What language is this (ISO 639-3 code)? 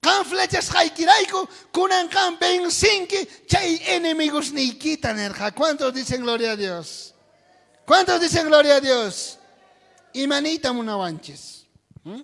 quh